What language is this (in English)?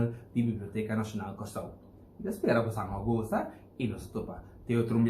Papiamento